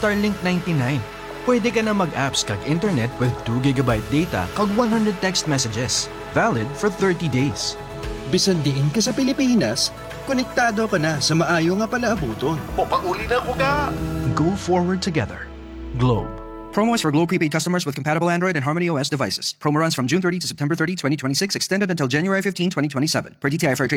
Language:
Hiligaynon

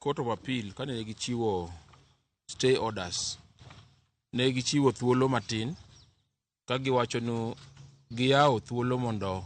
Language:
Luo (Kenya and Tanzania)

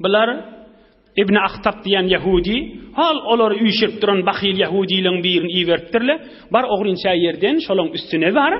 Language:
Turkmen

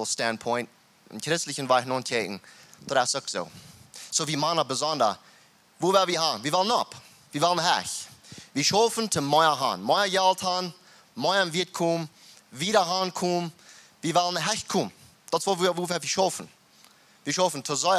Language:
Plautdietsch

